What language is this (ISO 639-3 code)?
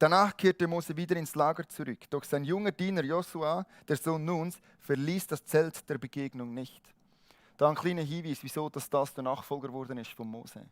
gsw